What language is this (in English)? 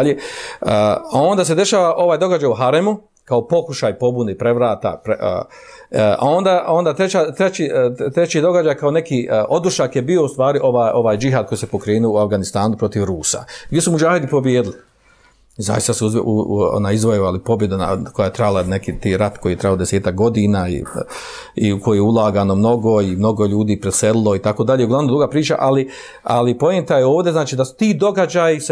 Bosnian